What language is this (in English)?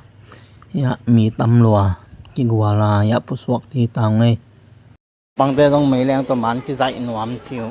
Tedim Chin